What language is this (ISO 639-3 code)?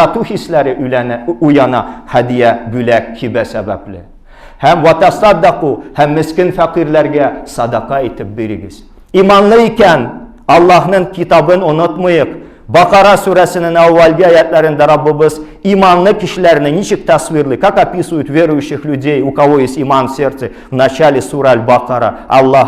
tat